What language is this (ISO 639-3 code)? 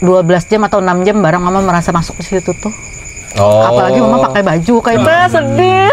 bjn